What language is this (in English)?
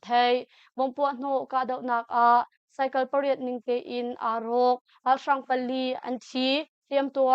Hakha Chin